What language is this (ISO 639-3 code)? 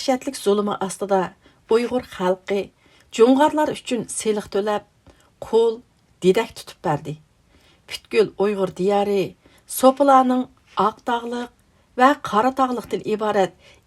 uig